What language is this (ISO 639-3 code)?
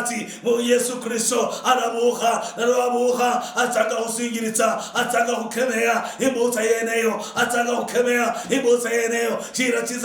luy